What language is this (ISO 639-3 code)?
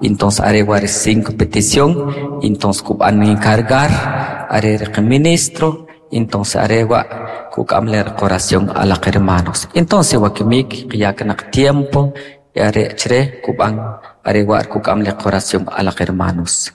quc